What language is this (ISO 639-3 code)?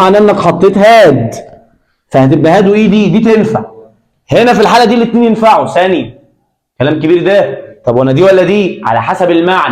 arz